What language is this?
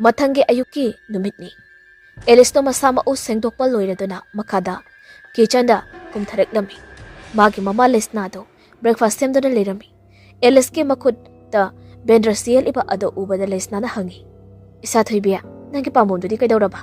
Manipuri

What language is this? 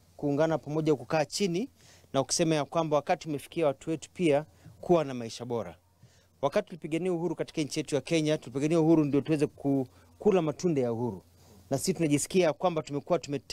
Swahili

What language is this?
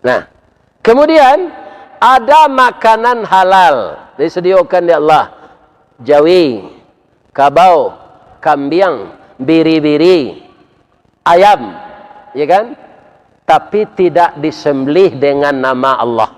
Minangkabau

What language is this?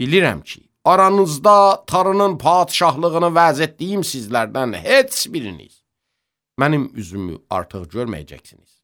Azerbaijani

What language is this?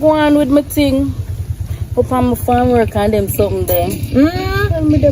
Jamaican Creole English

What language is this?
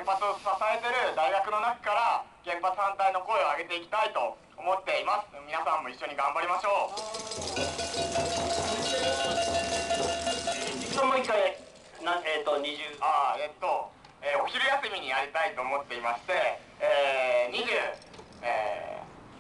Japanese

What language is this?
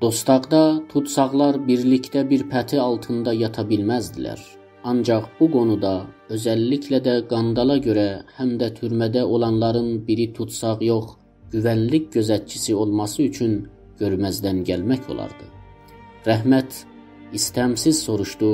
South Azerbaijani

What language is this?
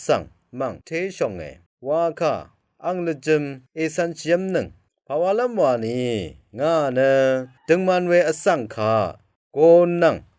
Rawang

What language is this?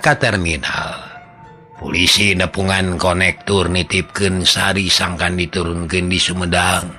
Sundanese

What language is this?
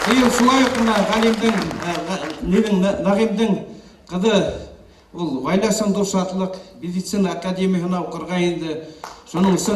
Bashkir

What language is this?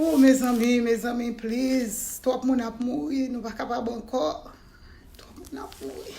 Haitian Creole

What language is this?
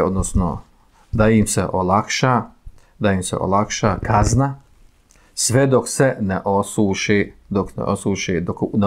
Bosnian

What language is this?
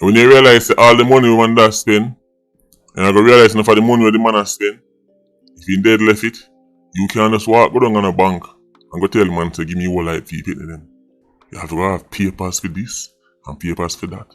Jamaican Creole English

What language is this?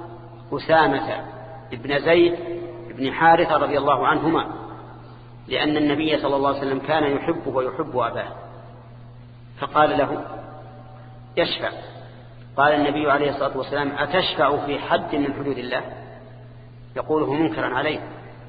Arabic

